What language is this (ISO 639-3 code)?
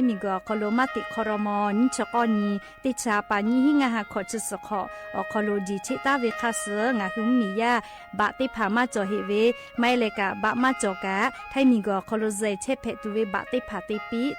lhu